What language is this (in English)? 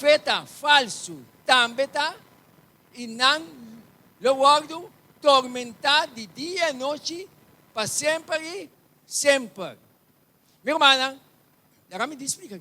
Papiamento